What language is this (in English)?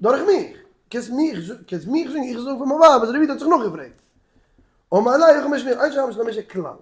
Yiddish